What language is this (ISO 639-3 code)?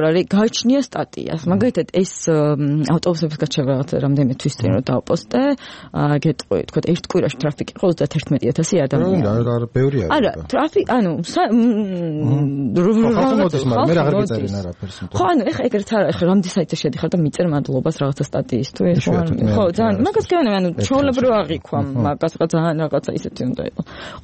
kat